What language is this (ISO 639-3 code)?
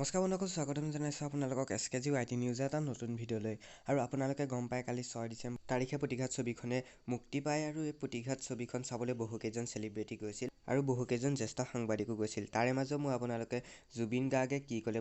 asm